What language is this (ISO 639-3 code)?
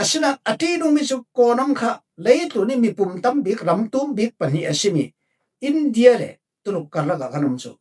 cfm